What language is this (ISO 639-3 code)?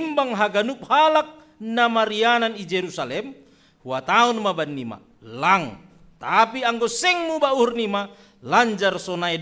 bts